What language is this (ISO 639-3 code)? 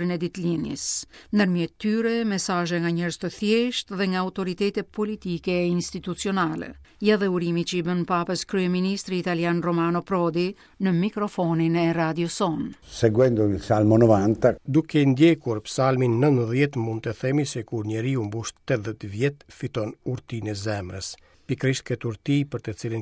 sqi